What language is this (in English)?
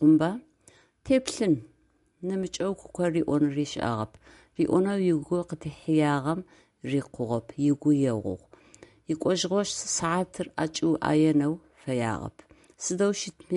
Adyghe